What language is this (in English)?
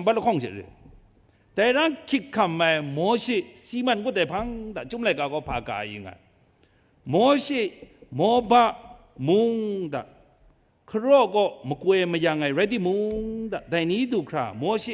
Kachin